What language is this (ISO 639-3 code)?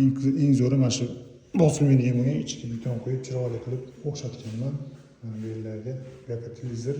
uzb